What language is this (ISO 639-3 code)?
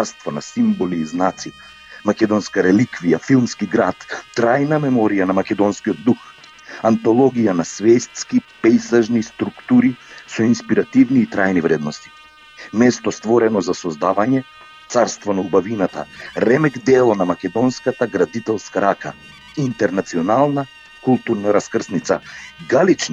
mkd